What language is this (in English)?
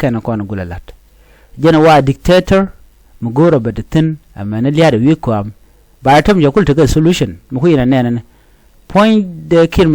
Nuer